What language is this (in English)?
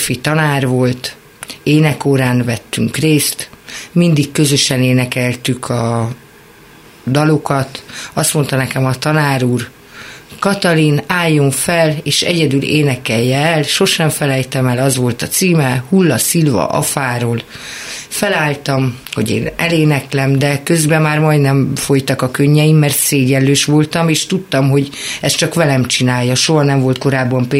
Hungarian